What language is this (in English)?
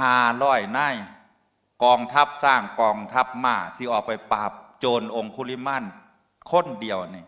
Northeastern Thai